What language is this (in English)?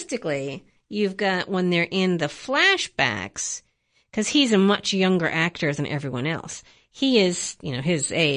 English